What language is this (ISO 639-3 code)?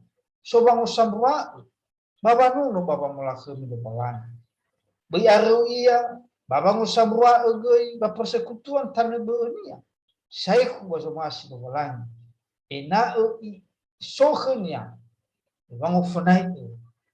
nia